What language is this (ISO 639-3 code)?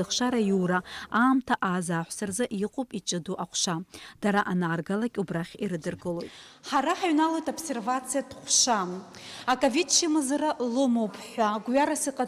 abk